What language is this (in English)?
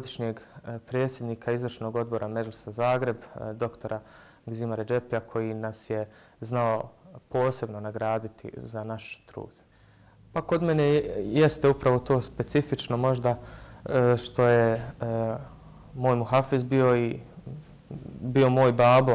Bosnian